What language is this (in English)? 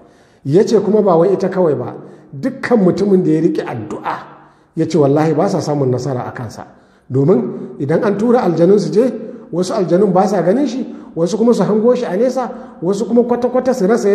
Hausa